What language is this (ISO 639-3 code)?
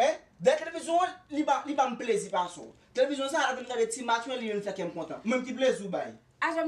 hat